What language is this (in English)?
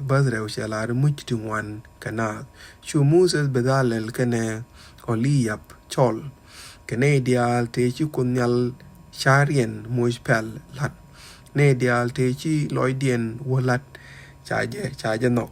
Nuer